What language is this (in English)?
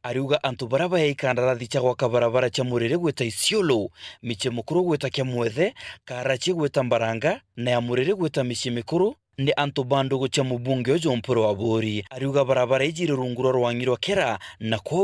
Meru